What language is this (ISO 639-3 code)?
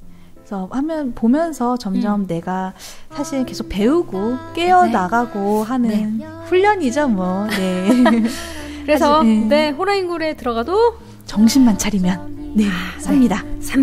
kor